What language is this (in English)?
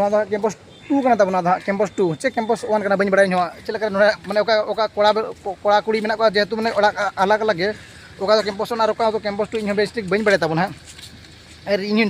Santali